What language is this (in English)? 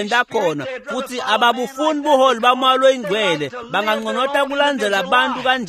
Swati